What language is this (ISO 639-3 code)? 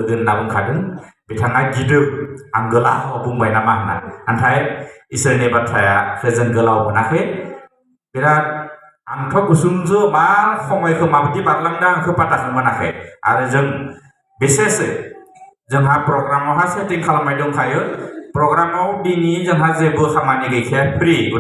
brx